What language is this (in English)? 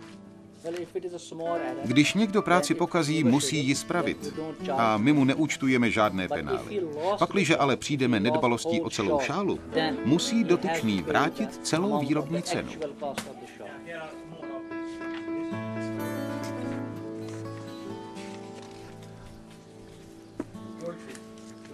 Czech